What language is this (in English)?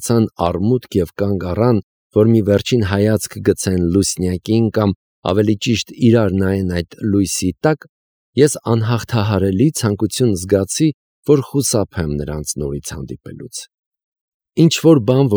Armenian